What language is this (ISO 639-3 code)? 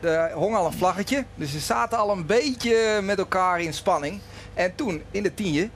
fry